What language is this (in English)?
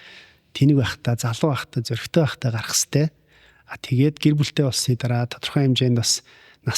Mongolian